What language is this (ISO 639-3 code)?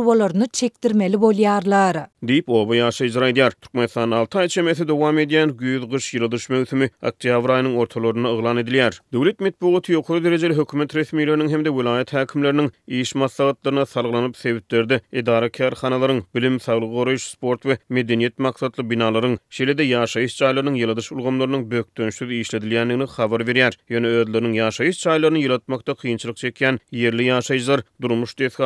tuk